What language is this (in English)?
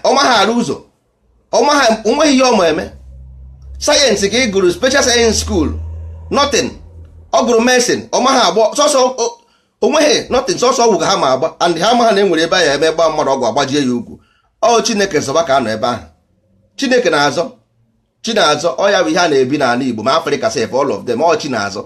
Igbo